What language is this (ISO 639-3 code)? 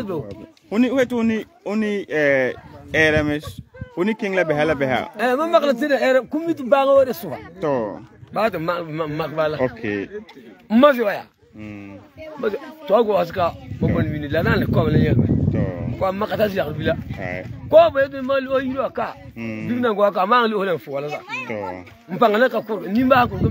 gur